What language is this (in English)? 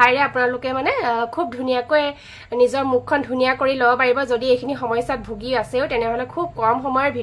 Assamese